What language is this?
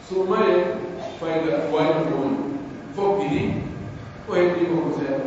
Pular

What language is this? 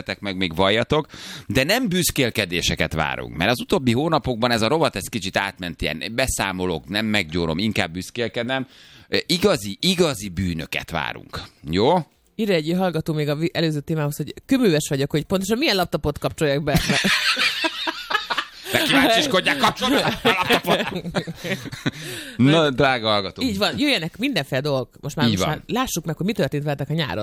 Hungarian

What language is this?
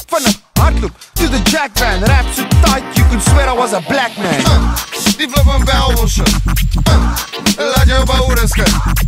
Afrikaans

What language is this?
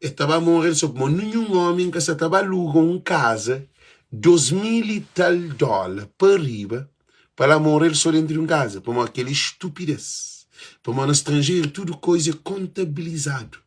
Kabuverdianu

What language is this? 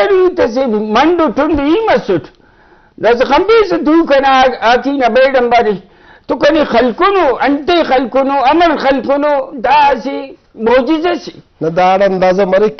Brahui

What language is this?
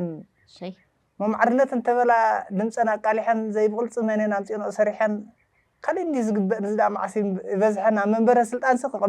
Tigrinya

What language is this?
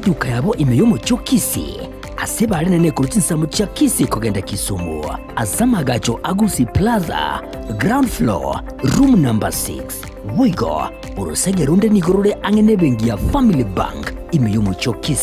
Gusii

